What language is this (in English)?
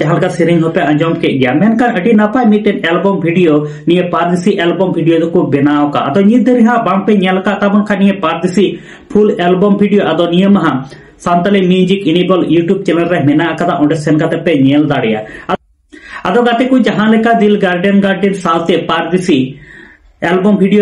Santali